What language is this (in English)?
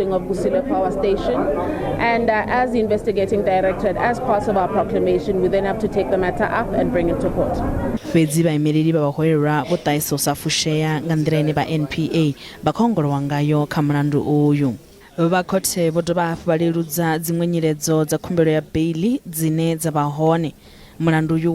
Venda